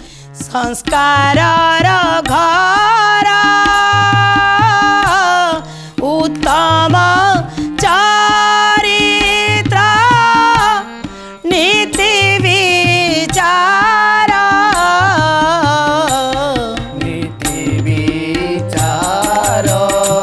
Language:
Odia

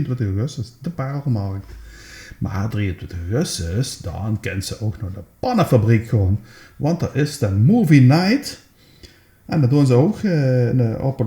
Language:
Limburgish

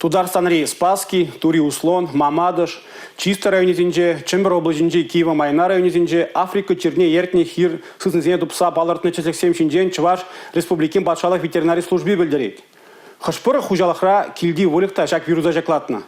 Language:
Chuvash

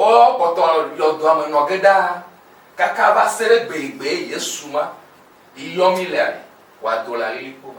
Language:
Ewe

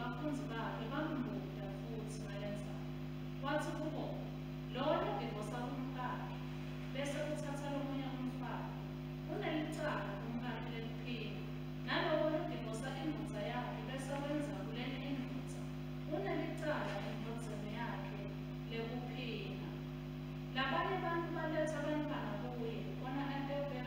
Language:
Swati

